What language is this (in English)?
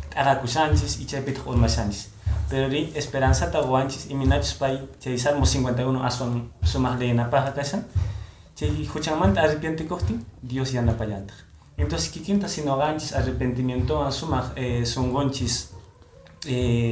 Quechua